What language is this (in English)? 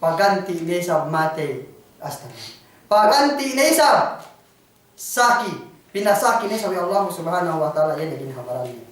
Yakan